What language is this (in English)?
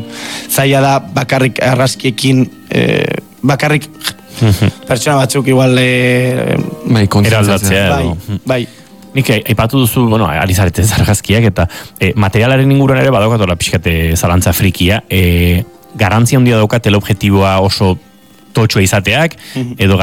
Basque